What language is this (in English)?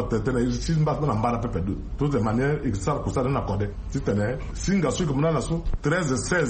Sango